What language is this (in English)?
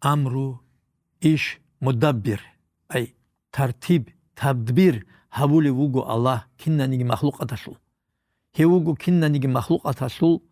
Avaric